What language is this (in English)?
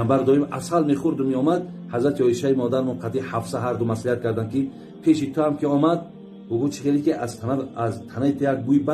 Tajik